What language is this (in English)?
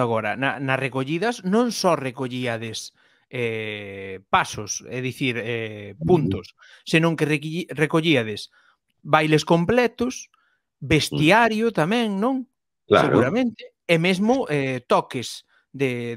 Galician